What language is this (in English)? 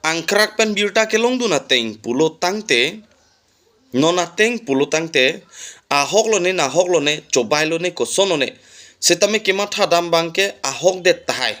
Karbi